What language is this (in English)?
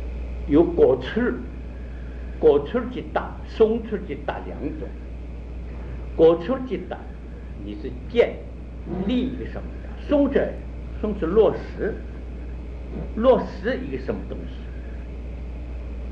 Chinese